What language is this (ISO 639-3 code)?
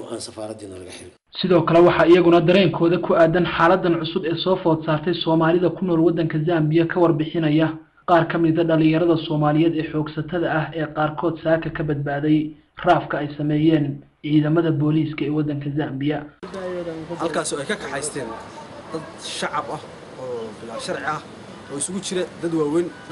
som